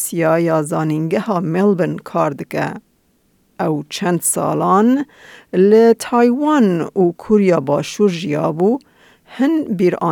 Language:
Kurdish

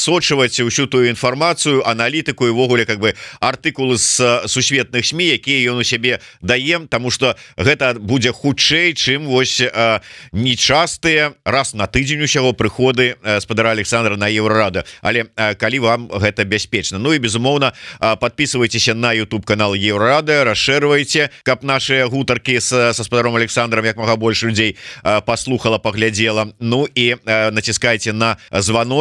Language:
Belarusian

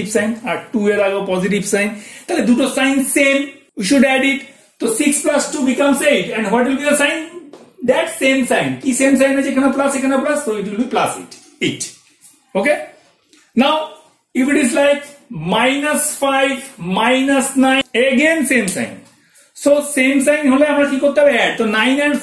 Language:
Bangla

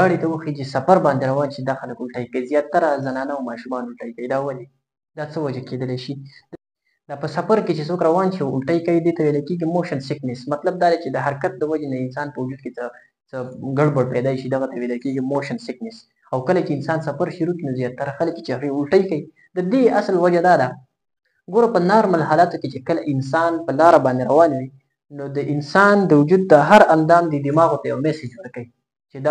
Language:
Pashto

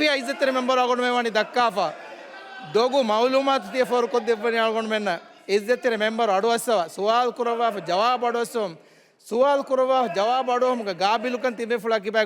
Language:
Divehi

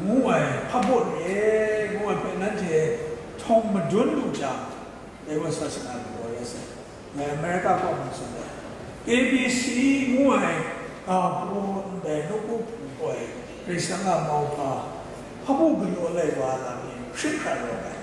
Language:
Kachin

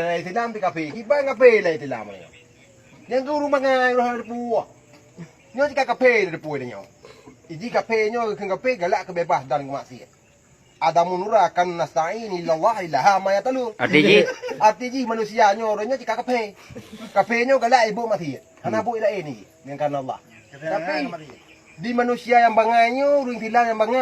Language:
Achinese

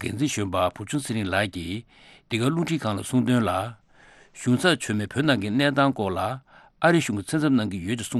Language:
Tibetan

